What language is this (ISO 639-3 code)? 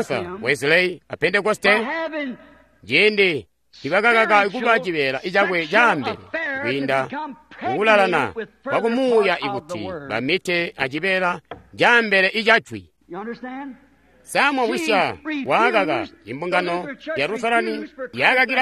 toi